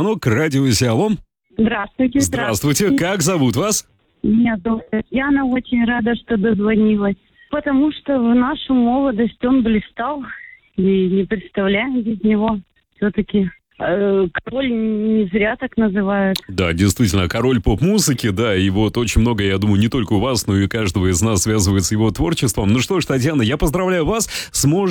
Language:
Russian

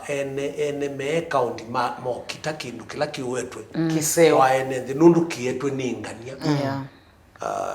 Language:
Kamba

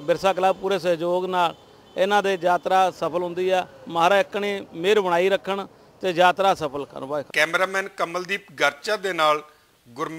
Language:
Punjabi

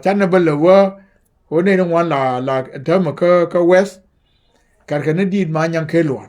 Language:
Nuer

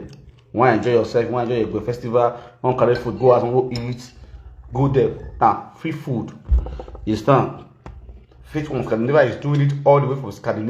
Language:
Nigerian Pidgin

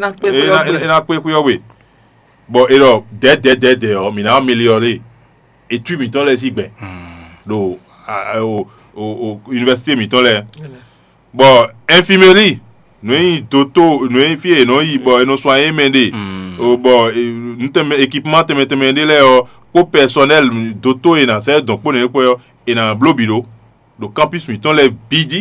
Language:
Fon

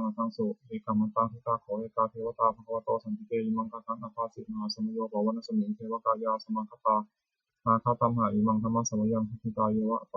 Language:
Pali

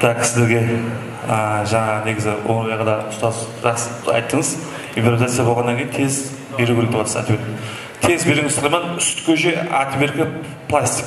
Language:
Kara-Kalpak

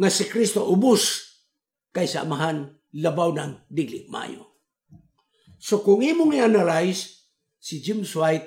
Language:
Cebuano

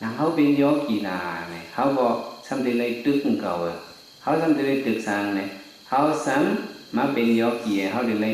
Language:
Shan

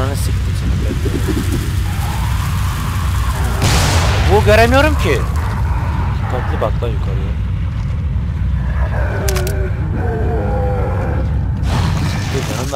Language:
Turkish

